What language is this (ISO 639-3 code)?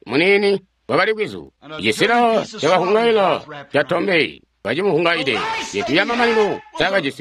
toi